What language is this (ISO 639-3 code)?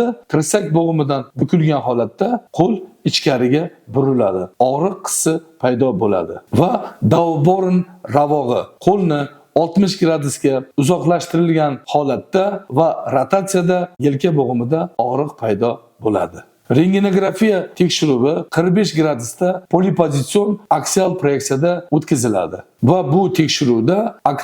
uzb